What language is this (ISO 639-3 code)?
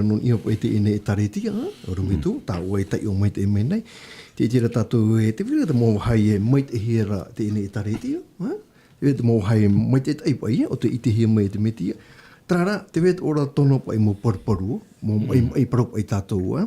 tah